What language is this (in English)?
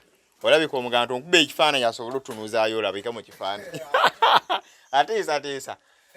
Ganda